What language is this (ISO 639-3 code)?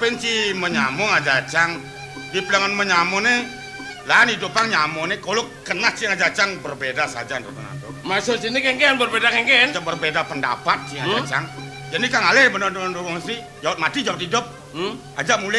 ban